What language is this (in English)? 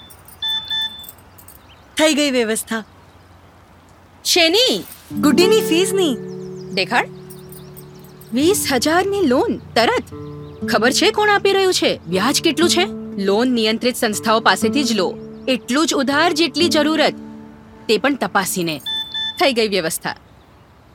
Gujarati